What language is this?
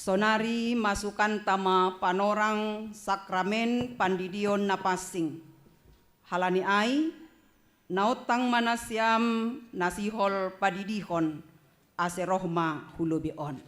Batak Simalungun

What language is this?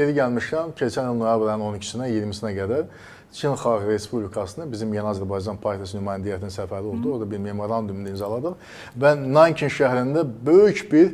Azerbaijani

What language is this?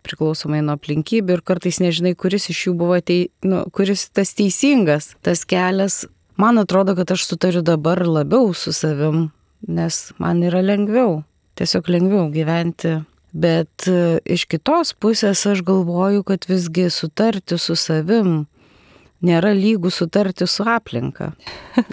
Lithuanian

